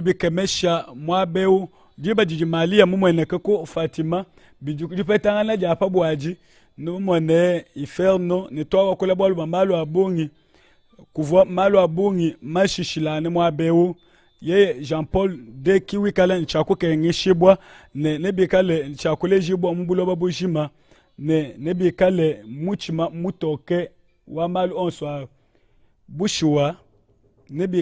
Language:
Luba-Lulua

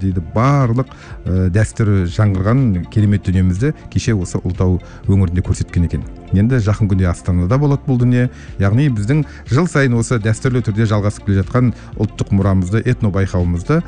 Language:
Kazakh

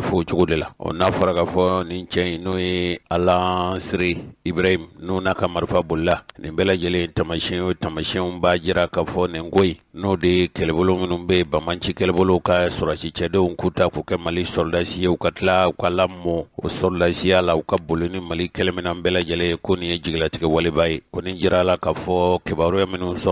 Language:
Bambara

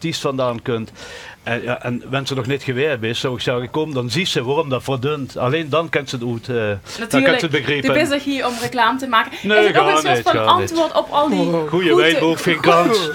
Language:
Limburgish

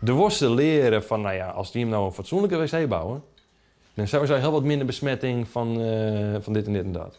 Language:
Western Frisian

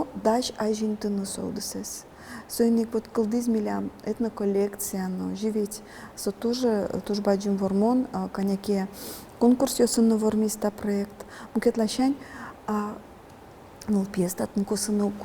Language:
Udmurt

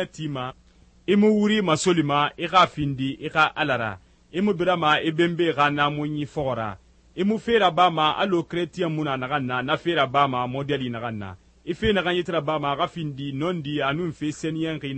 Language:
Susu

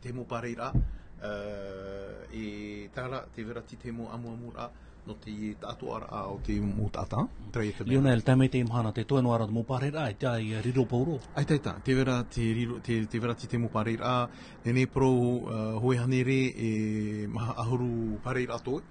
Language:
Tahitian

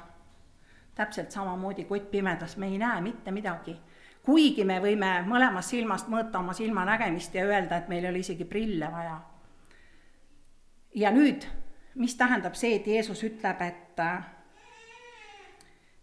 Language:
Estonian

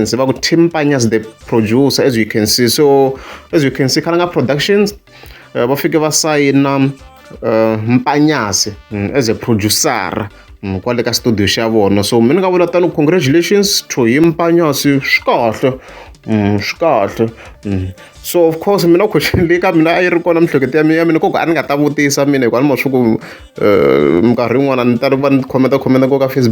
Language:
Tsonga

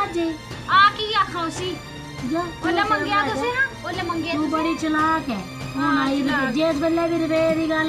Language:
Dogri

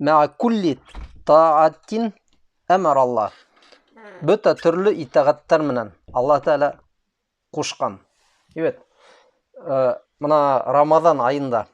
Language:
Bashkir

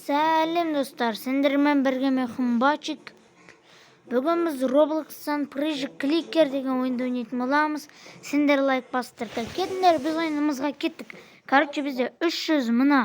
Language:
Kazakh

